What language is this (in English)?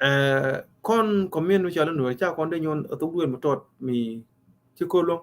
Nuer